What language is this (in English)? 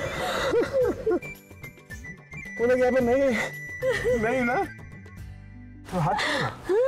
Hindi